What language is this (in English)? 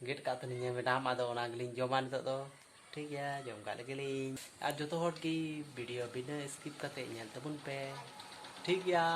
Santali